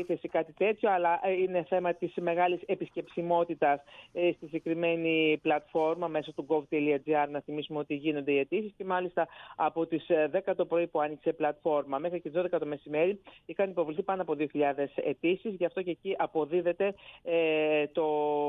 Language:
Greek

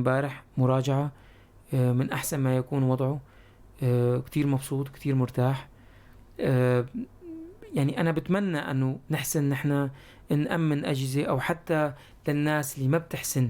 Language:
North Levantine Arabic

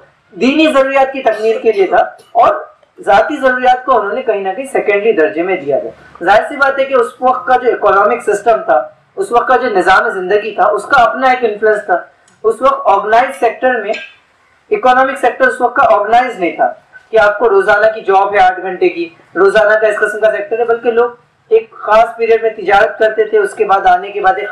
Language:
Urdu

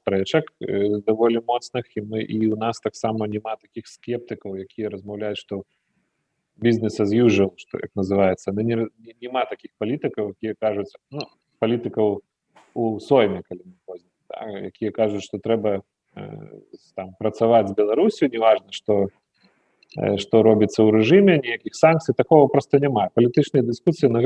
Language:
Belarusian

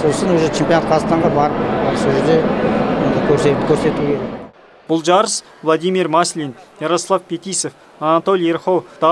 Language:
Kazakh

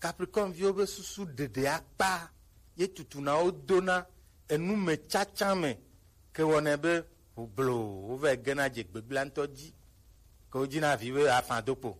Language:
Gen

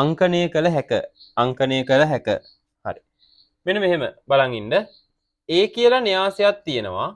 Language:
Sinhala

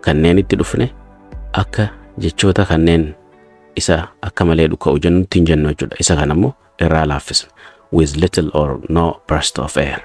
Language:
Oromo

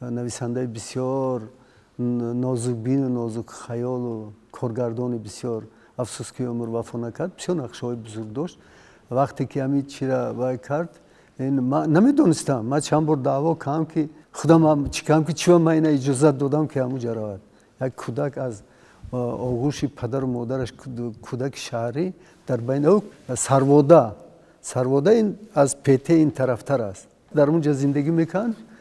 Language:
Tajik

